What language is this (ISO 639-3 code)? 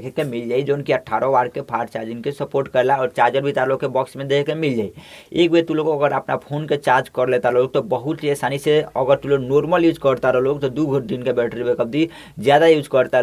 bho